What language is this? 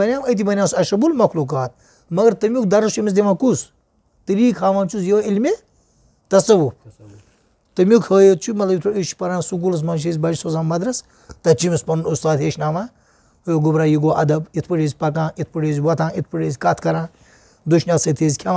Kashmiri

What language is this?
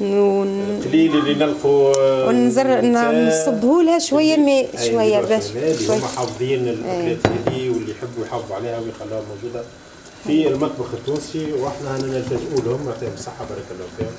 Tunisian Arabic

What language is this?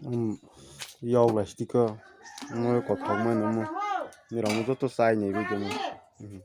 Kok Borok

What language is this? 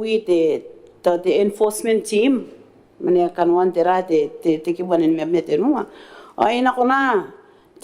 Gilbertese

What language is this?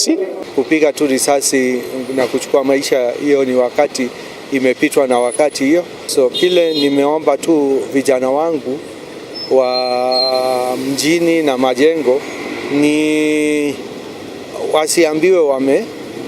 Meru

